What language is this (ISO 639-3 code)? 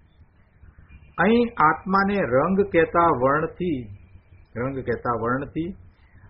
guj